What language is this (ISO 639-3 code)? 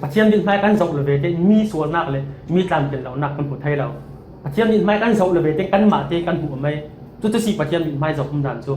cfm